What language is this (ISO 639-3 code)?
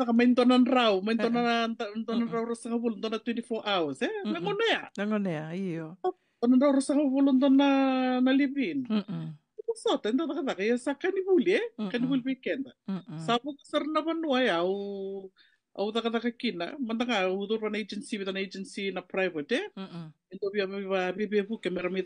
fij